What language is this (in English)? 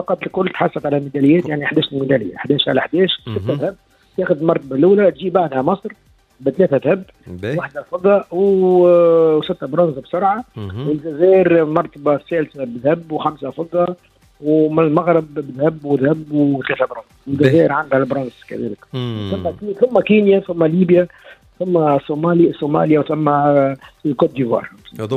Tunisian Arabic